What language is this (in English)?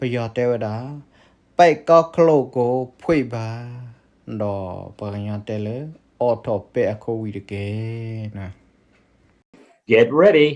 S'gaw Karen